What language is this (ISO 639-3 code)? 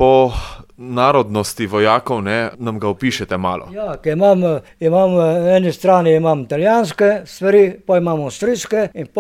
slv